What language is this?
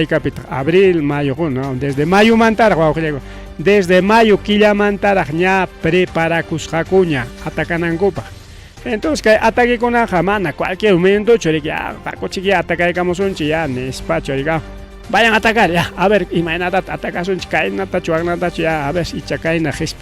Ayacucho Quechua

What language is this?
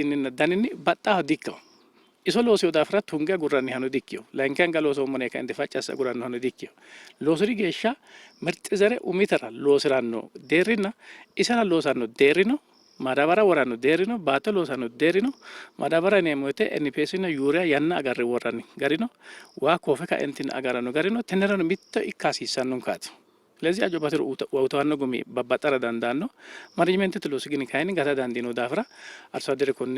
Sidamo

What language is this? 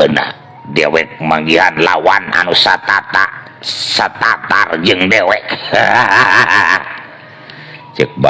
Sundanese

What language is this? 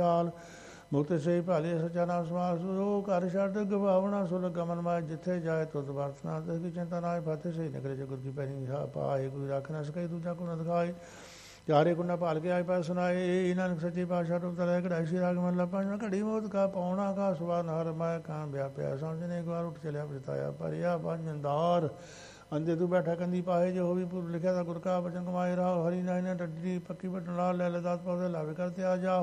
Punjabi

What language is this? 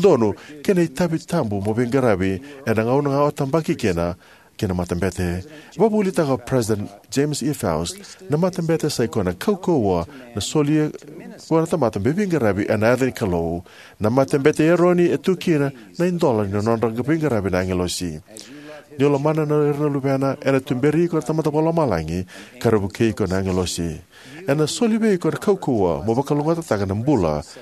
Fijian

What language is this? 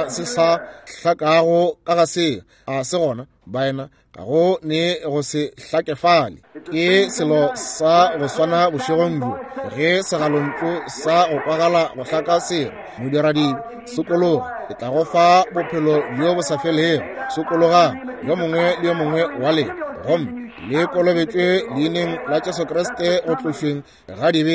Northern Sotho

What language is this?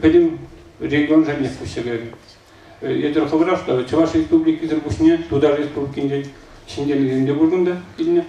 Chuvash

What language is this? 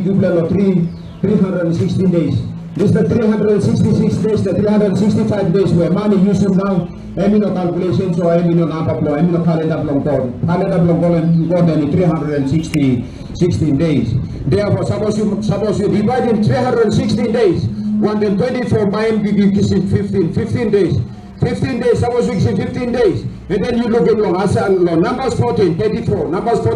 Tok Pisin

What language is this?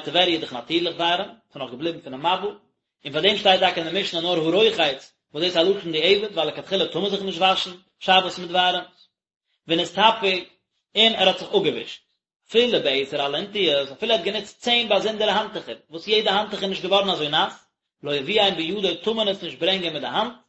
Yiddish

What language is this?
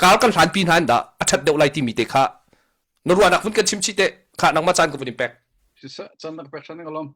Hakha Chin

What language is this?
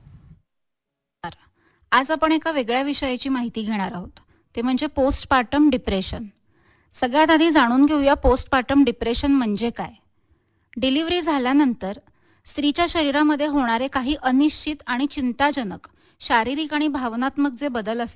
Marathi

